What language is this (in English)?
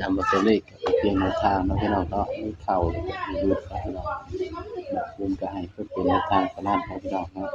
Northeastern Thai